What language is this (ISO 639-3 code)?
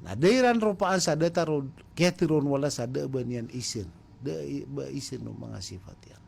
mrw